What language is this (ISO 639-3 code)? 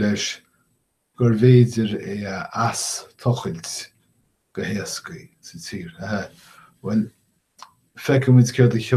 gle